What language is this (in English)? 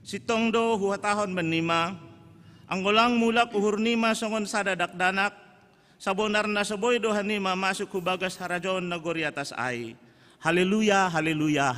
Batak Simalungun